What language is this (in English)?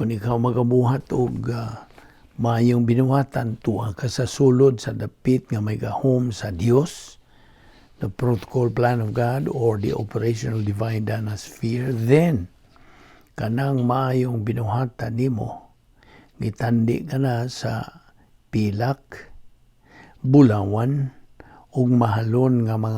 Cebuano